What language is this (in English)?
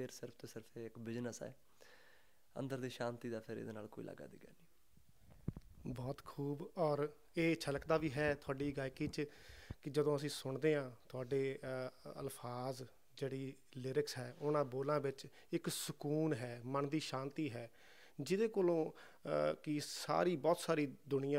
Punjabi